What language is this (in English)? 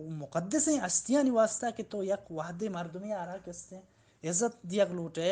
Baluchi